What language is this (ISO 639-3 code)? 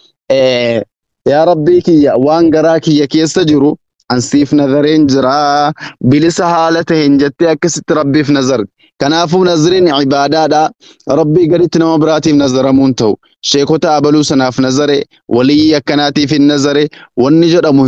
orm